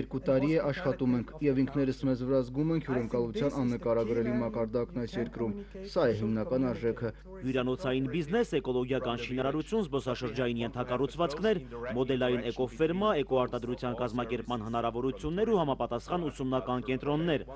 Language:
Armenian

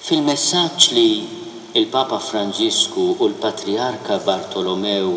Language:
Maltese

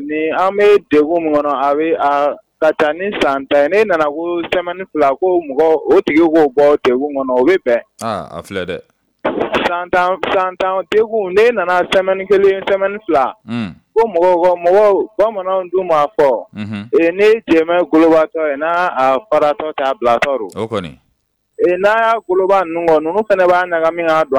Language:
Bambara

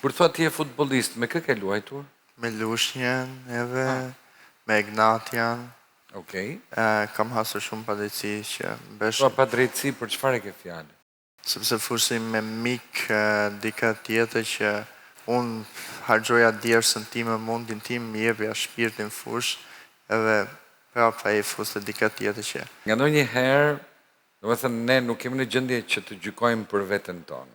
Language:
Albanian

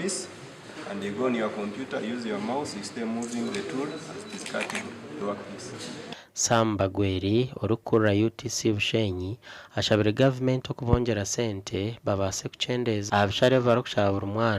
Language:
Nyankole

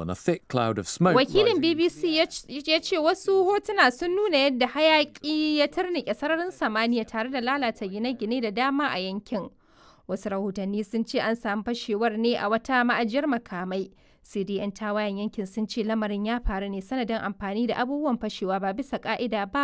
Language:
Hausa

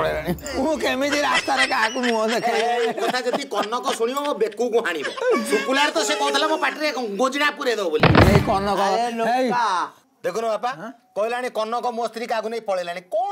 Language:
Odia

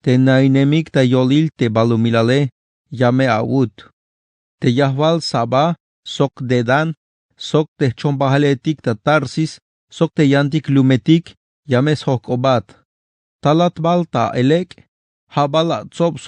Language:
Tzeltal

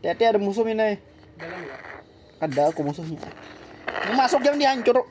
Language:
Banjar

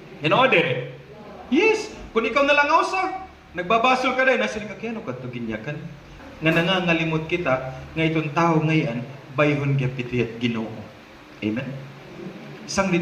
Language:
Waray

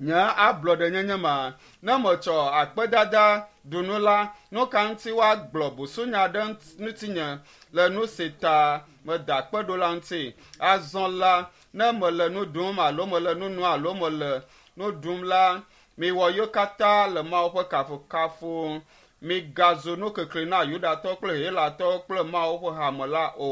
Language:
Ewe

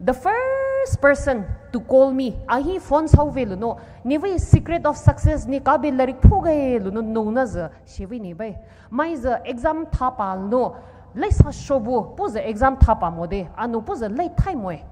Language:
Poumei Naga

